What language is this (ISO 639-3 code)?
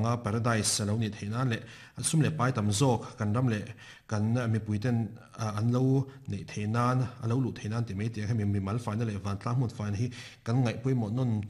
lus